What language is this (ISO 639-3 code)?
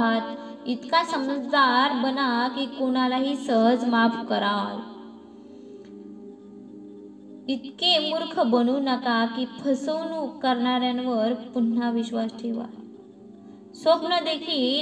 mar